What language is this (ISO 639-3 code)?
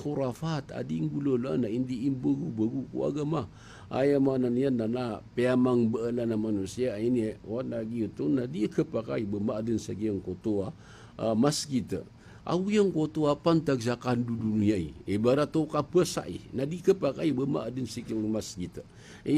mrw